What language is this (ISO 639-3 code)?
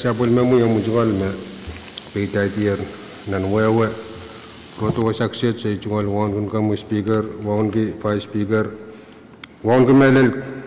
pon